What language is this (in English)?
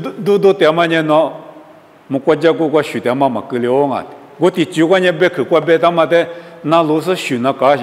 Lisu